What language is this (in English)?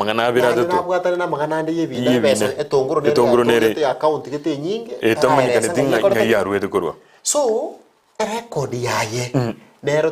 Gusii